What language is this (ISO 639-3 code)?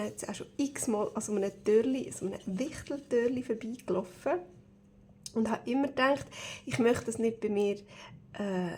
gsw